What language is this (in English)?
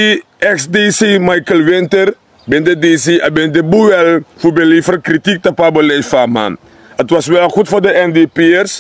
Sranan Tongo